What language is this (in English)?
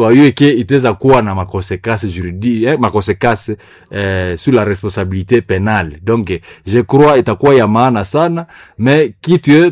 Swahili